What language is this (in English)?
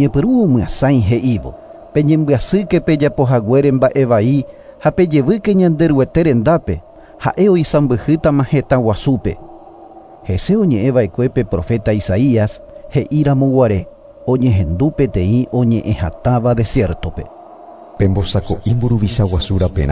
Guarani